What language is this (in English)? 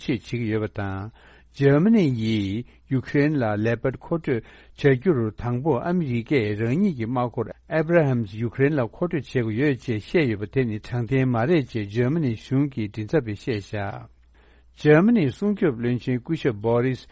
Tibetan